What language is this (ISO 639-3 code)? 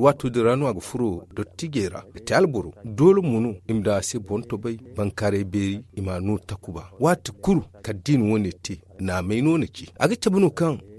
dje